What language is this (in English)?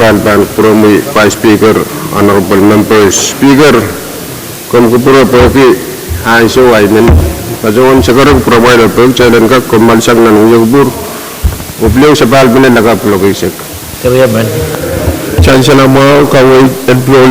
Pohnpeian